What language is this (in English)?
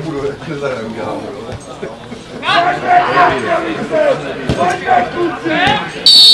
Czech